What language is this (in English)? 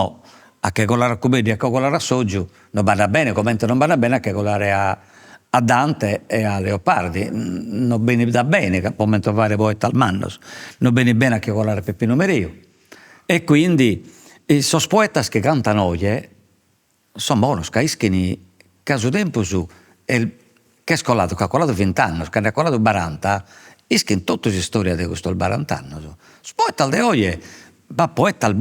Sardinian